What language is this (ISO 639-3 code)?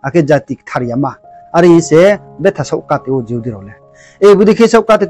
ria